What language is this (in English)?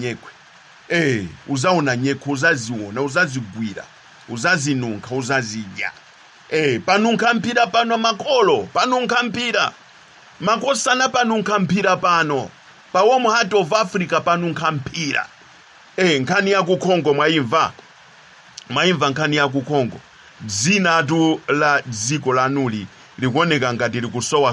Nyanja